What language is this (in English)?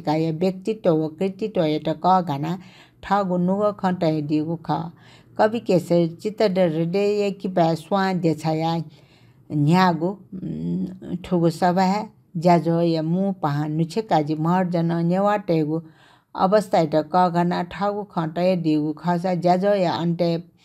Newari